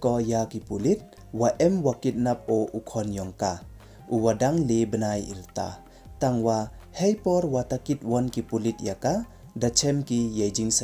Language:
Pnar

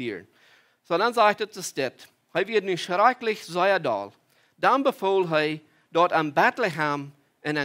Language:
Plautdietsch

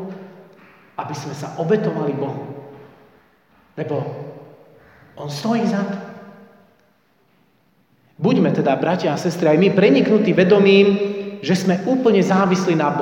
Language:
Slovak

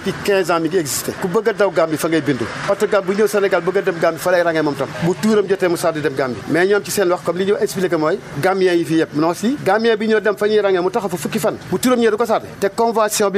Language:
Wolof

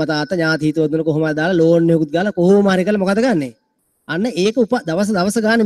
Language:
Sinhala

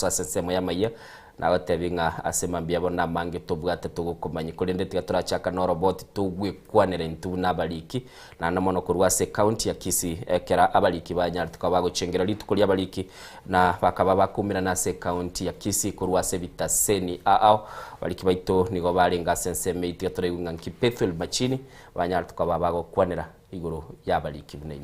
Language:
Gusii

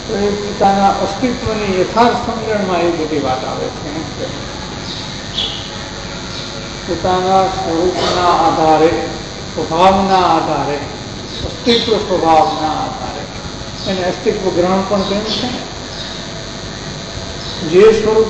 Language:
Gujarati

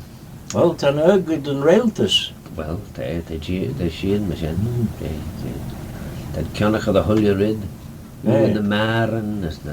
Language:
Manx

